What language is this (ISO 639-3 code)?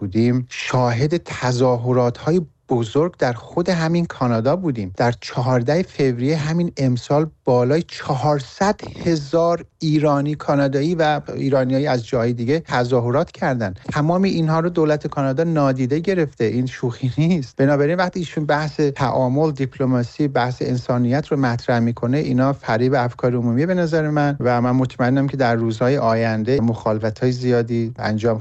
fas